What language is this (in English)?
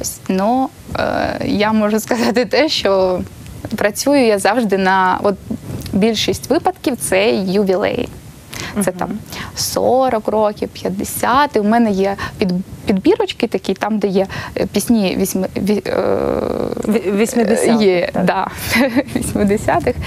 Ukrainian